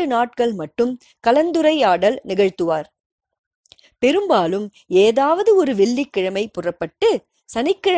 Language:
Tamil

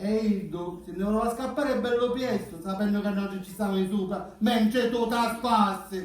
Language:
Sicilian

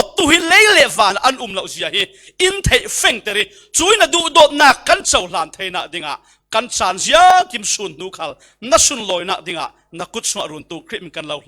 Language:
Falam Chin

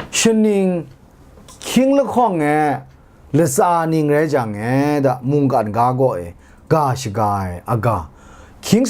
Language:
Kachin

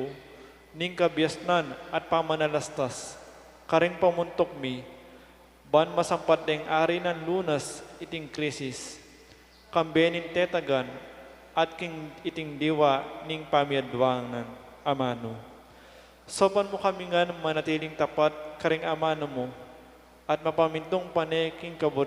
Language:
Pampanga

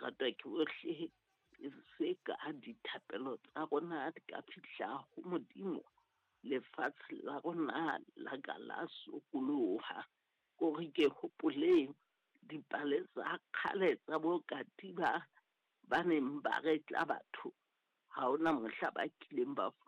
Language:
Southern Sotho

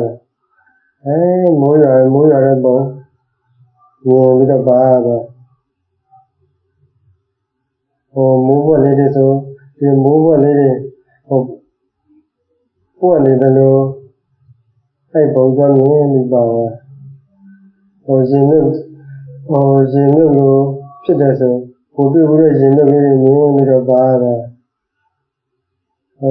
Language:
Burmese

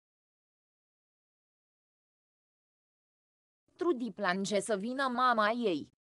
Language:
Romanian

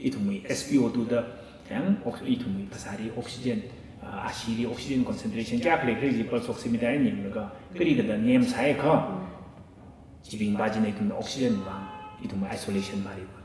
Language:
Tangkhul Naga (India)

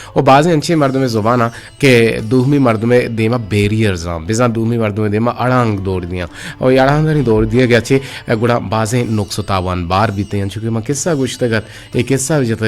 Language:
Eastern Balochi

